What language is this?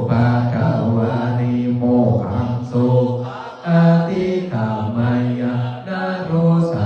Pali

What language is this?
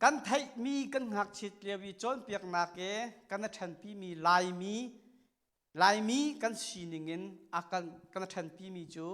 Hakha Chin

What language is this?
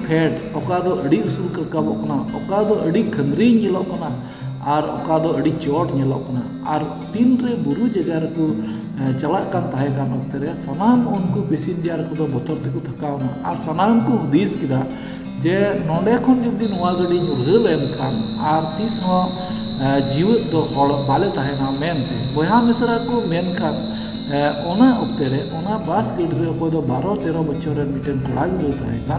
Santali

